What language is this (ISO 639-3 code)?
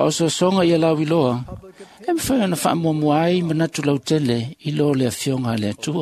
smo